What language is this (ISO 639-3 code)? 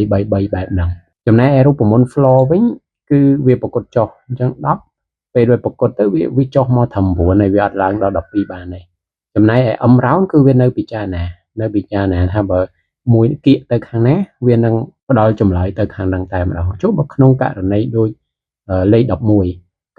khm